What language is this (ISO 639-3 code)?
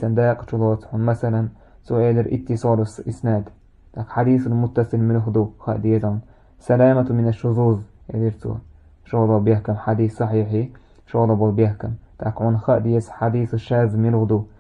che